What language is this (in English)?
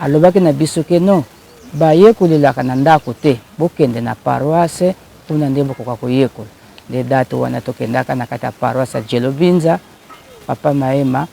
Lingala